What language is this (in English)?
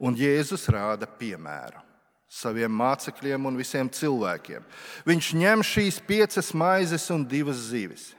Latvian